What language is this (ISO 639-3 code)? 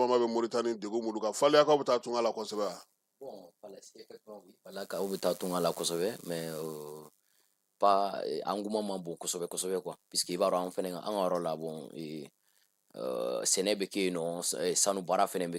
bam